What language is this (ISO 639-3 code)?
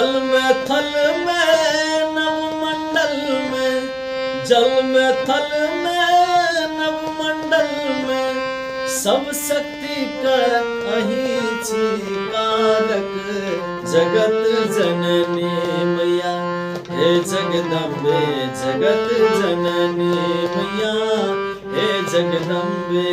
mai